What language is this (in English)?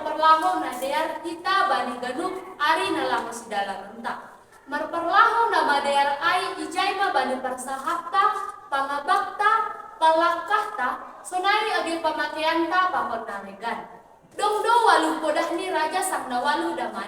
Batak Simalungun